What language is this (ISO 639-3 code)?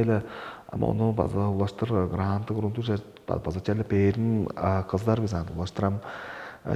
tyv